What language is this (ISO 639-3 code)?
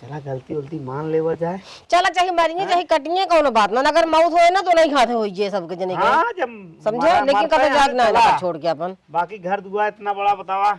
awa